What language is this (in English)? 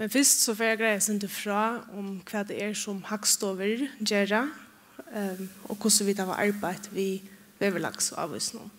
Faroese